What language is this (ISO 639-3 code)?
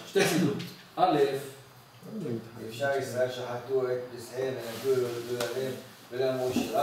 heb